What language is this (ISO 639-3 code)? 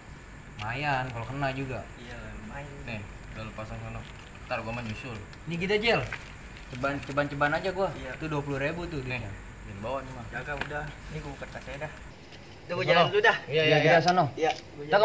bew